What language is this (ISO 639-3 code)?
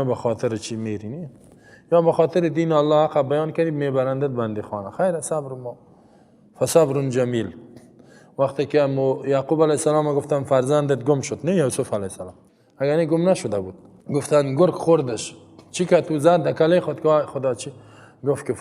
fas